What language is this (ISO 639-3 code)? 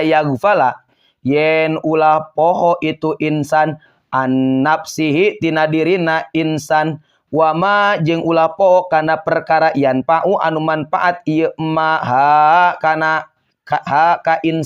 sun